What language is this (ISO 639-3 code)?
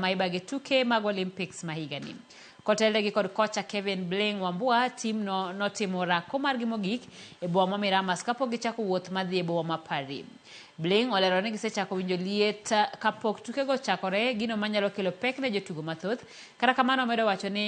luo